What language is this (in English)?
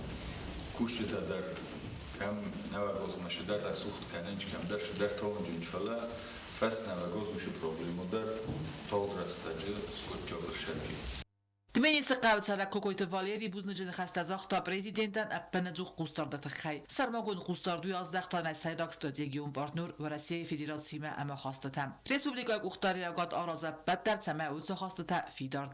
Ossetic